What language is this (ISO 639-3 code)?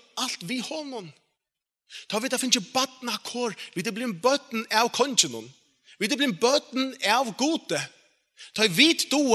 fao